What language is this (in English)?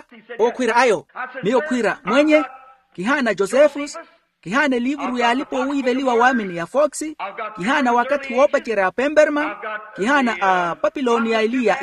Makhuwa